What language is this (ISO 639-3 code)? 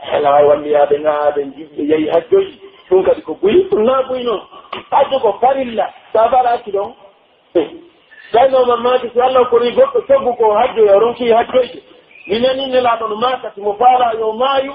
fuf